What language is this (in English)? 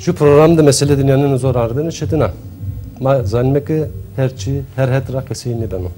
Zaza